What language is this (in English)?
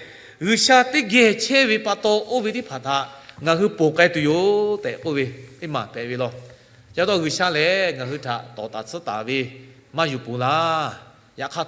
Lahu